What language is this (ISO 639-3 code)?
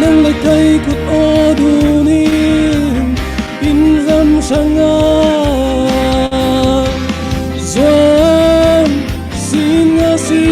cfm